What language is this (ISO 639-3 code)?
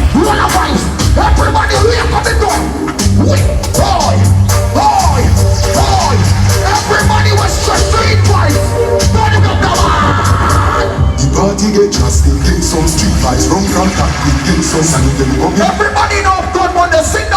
jam